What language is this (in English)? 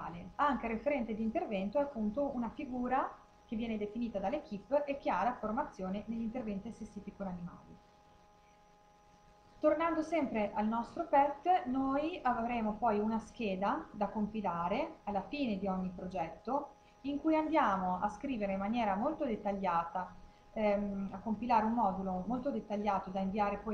Italian